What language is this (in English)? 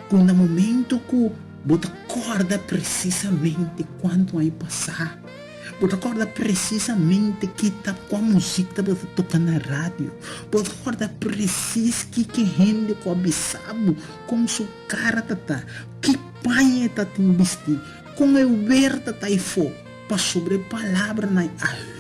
Papiamento